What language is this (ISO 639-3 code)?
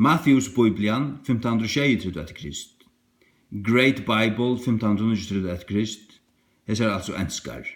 fao